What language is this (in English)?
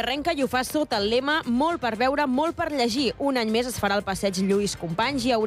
Catalan